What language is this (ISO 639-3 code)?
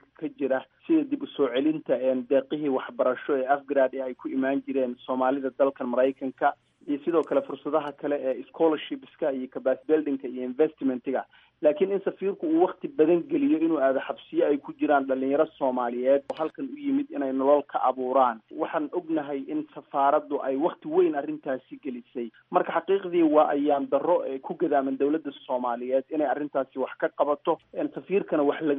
som